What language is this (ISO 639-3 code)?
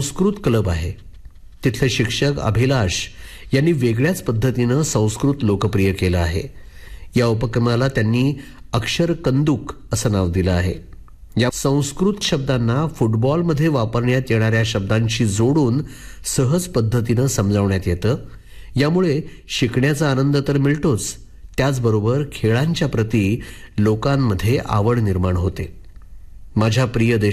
mar